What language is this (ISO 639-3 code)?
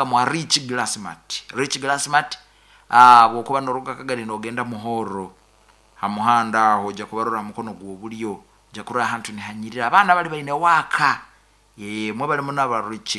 nyo